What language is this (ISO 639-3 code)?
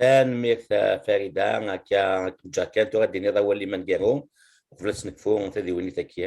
kab